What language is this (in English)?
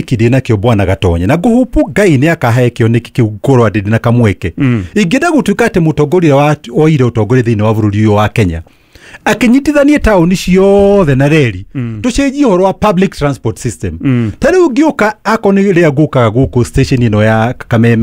Kikuyu